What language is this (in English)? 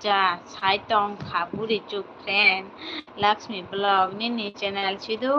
Kok Borok